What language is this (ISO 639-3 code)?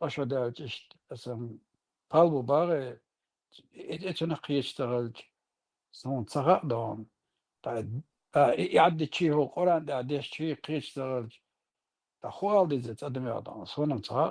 che